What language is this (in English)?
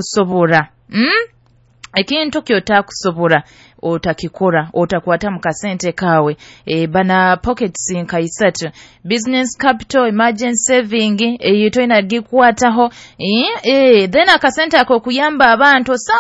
Nyoro